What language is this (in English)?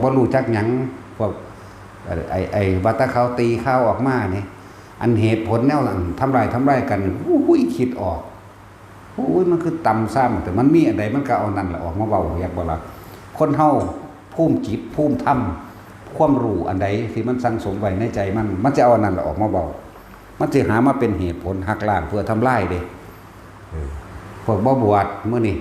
Northeastern Thai